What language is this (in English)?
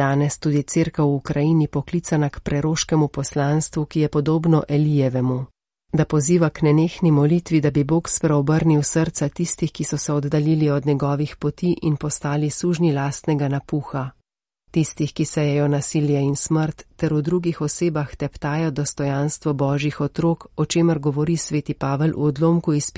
Slovenian